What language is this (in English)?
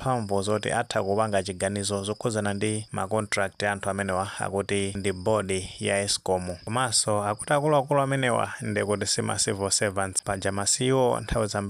Nyanja